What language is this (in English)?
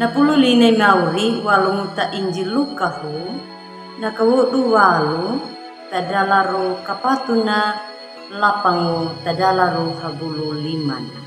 Anakalangu